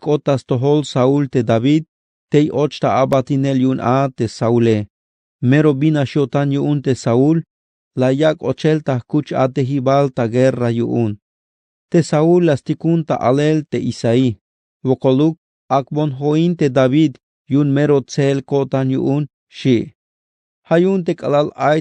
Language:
Tzeltal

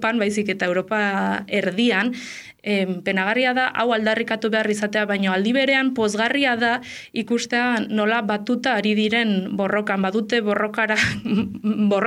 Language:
Basque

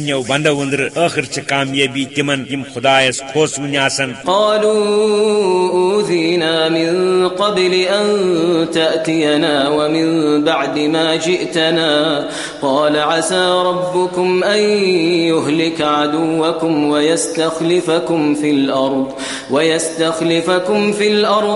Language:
Kashmiri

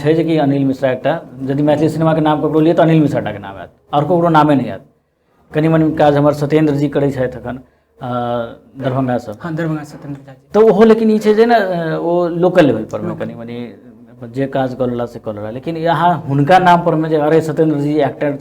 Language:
Maithili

